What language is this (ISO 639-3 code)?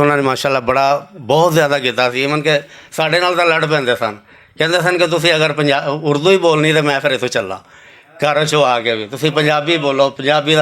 lah